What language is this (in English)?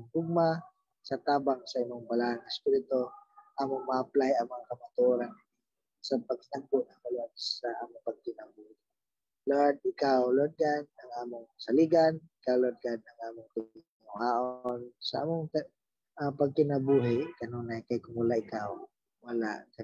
Cebuano